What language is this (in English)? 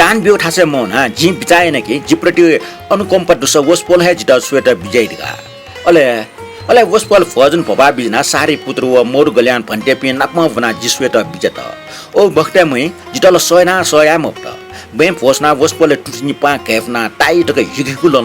Newari